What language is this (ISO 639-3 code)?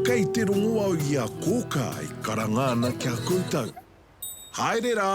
mri